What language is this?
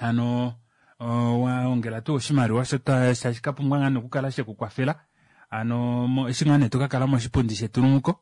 Kuanyama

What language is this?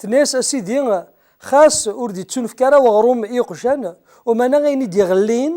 Kabyle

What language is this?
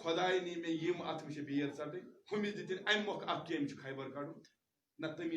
Kashmiri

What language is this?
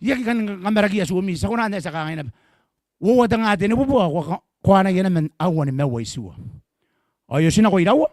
Gilbertese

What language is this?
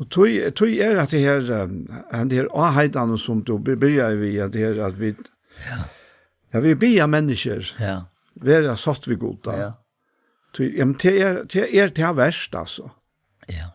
Faroese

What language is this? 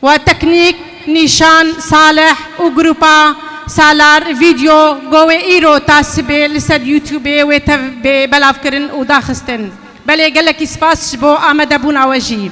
Kurdish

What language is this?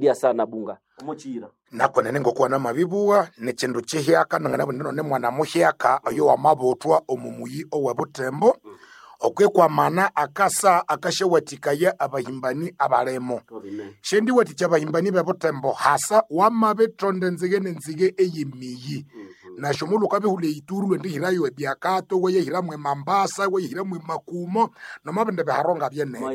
Nande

